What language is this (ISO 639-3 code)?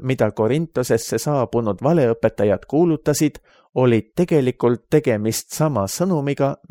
est